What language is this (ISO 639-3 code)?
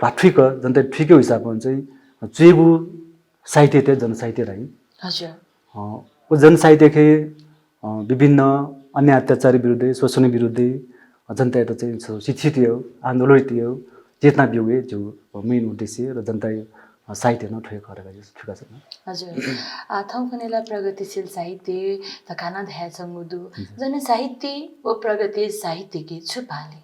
new